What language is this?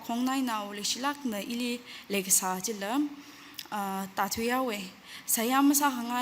Tangkhul Naga (India)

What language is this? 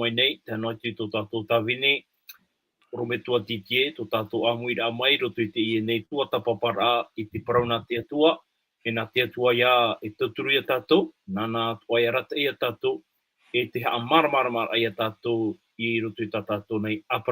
Tahitian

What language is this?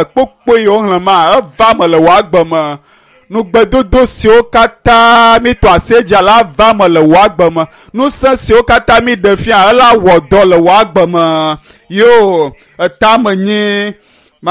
Ewe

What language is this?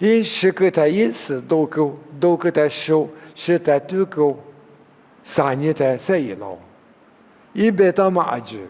Lisu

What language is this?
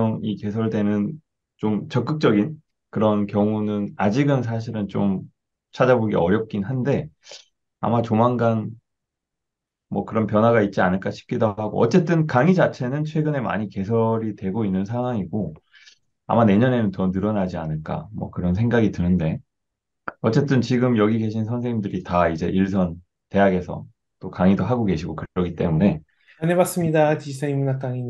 Korean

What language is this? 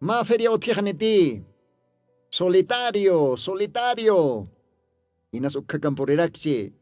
Aymara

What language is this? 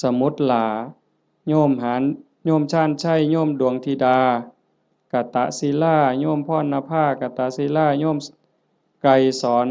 Northeastern Thai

